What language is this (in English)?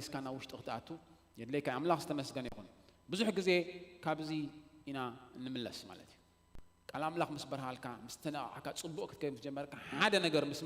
Tigrinya